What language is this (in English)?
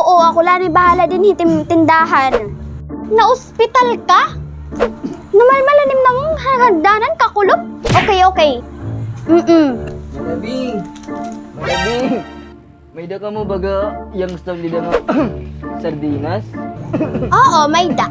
Waray